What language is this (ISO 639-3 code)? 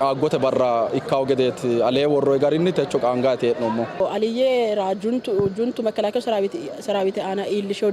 sid